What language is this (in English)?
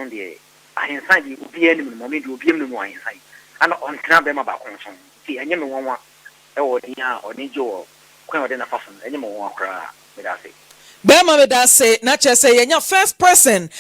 Akan